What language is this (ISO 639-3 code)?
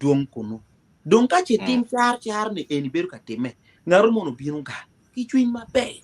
ach